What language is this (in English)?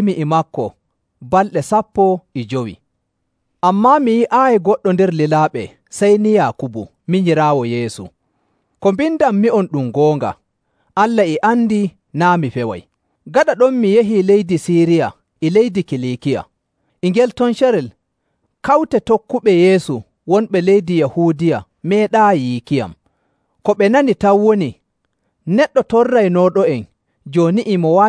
Nigerian Fulfulde